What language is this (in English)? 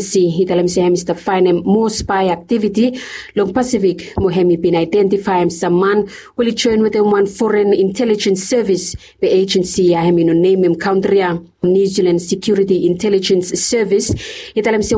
Bislama